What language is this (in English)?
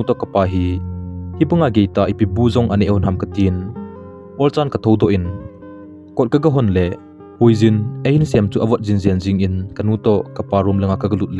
Thado Chin